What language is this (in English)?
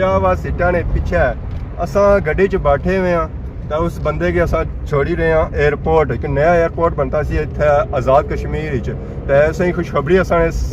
Pahari-Potwari